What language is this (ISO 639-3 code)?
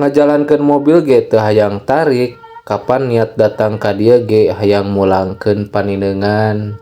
sun